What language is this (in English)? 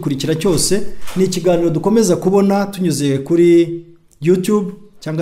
Kinyarwanda